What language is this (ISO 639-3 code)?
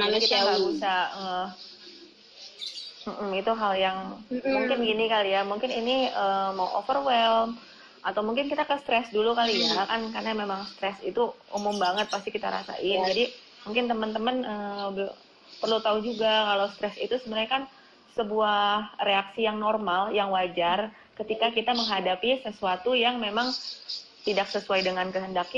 ind